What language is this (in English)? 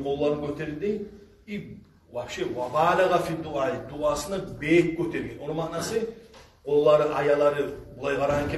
Kumyk